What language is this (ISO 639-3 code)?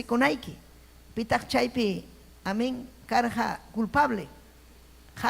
quy